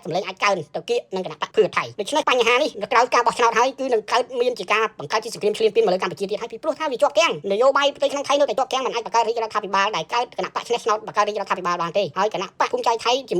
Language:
Khmer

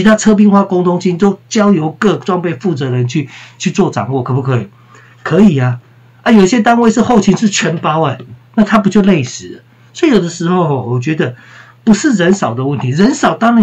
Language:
Chinese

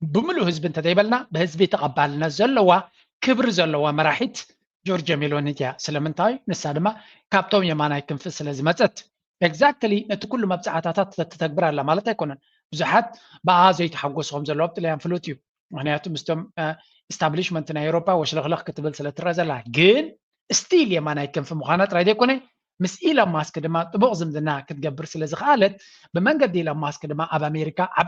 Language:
Tigrinya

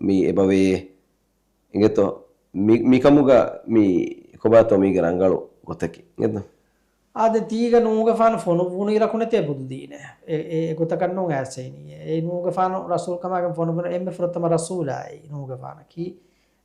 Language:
Divehi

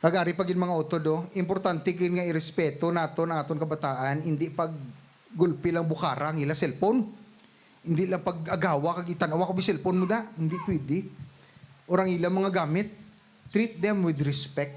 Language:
Hiligaynon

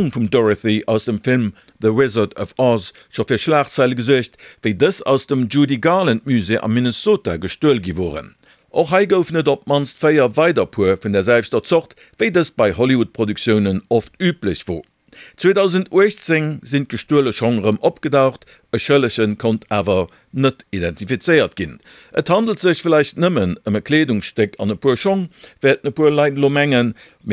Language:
Luxembourgish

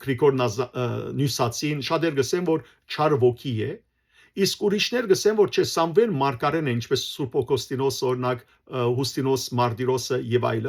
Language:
Western Armenian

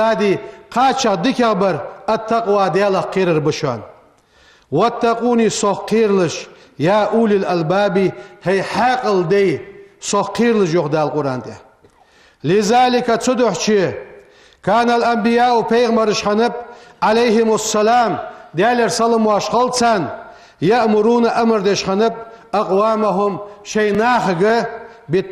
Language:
Ingush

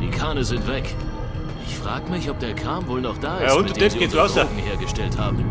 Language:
Bavarian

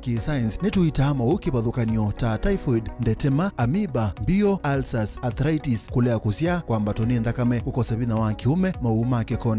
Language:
Kamba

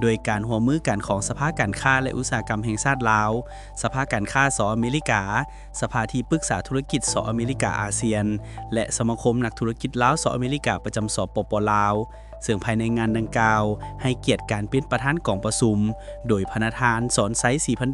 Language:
Lao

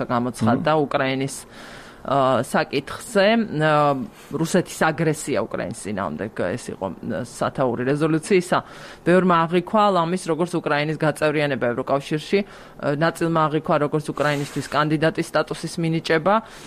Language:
Georgian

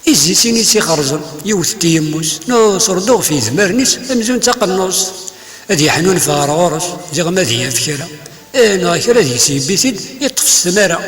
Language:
Kabyle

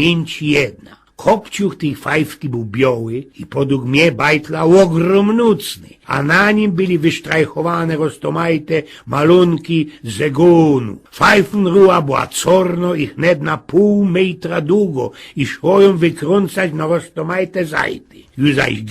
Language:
Silesian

